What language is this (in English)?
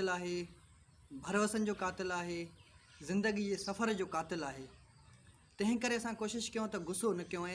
Sindhi